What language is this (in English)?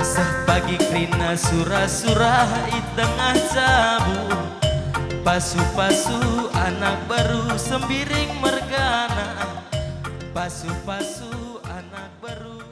Batak Karo